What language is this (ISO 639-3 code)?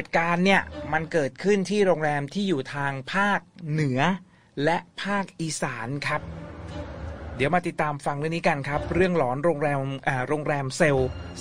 tha